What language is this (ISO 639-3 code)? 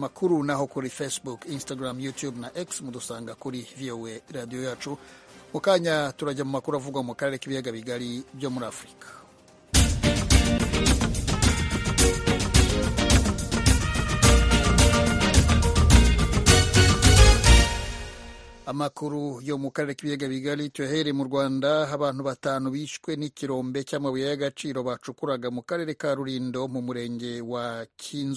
kin